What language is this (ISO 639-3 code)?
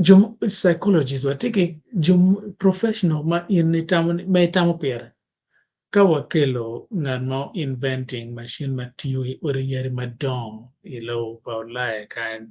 ach